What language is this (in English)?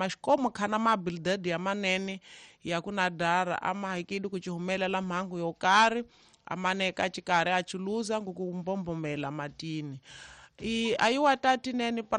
Tsonga